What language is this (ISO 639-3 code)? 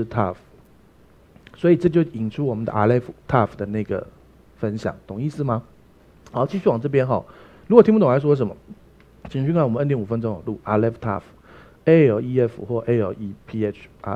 zho